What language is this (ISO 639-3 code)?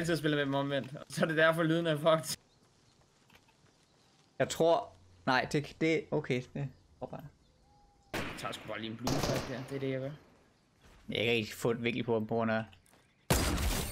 dan